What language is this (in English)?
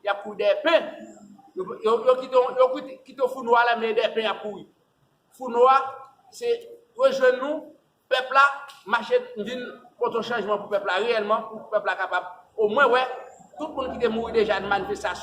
Haitian Creole